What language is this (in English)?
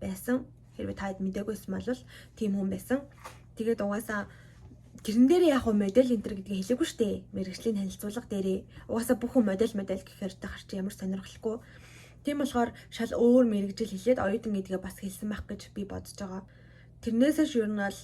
Mongolian